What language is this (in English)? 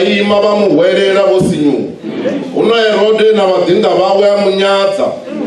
Venda